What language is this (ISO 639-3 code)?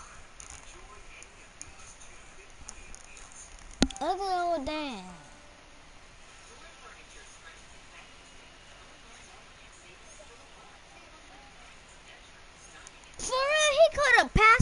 eng